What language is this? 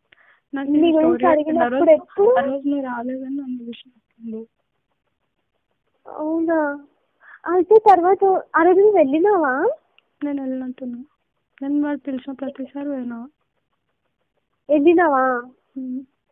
Telugu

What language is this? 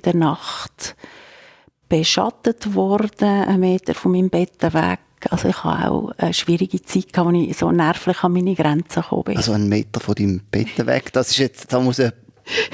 Swiss German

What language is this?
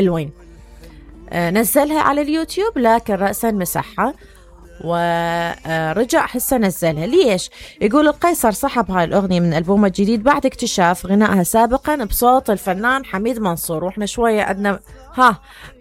Mesopotamian Arabic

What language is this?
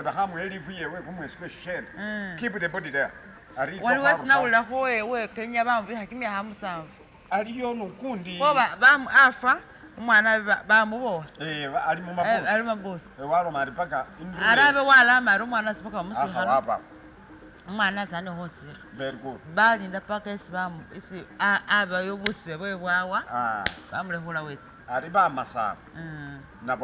Masaaba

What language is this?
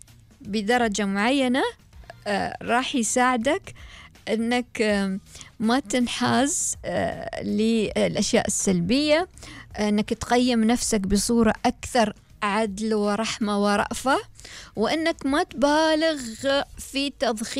Gulf Arabic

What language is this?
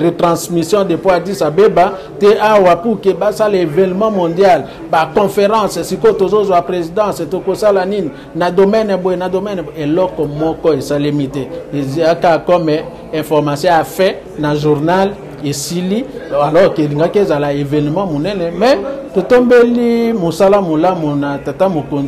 Lingala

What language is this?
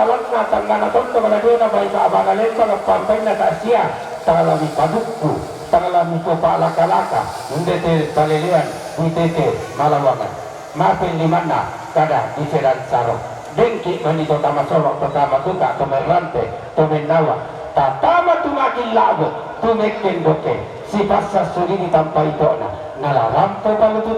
Toraja-Sa'dan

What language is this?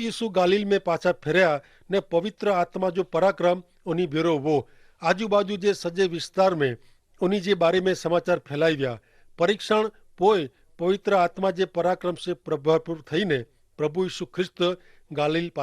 Kachhi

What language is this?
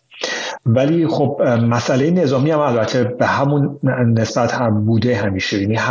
Persian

